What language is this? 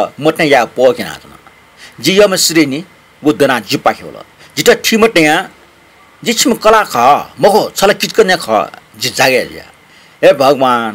Newari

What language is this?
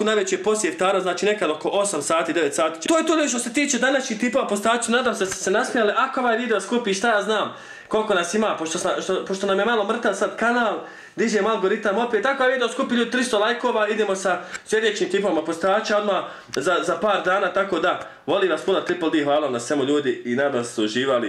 Bosnian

